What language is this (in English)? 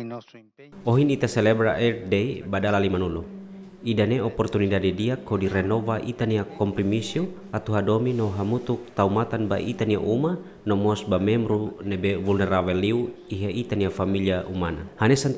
Tetum